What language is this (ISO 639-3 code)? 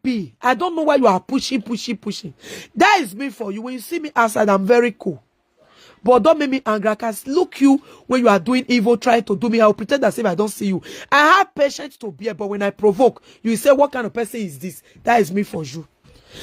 pcm